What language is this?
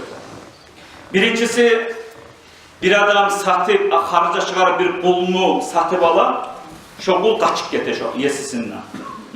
Kumyk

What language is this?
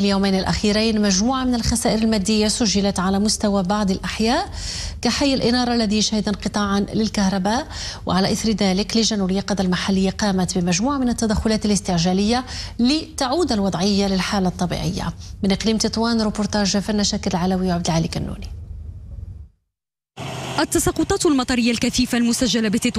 Arabic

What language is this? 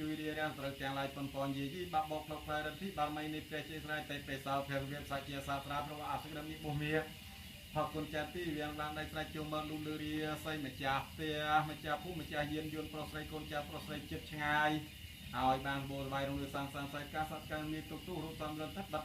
Khmer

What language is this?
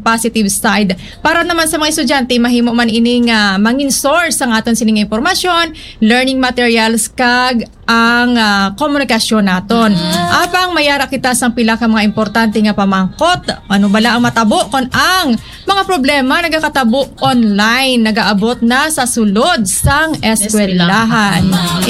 Hiligaynon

